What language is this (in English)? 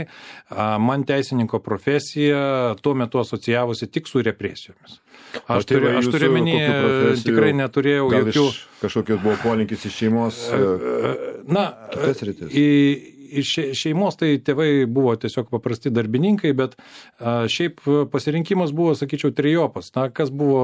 Lithuanian